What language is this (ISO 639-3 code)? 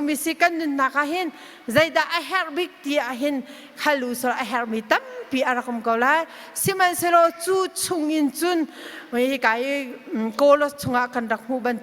cnh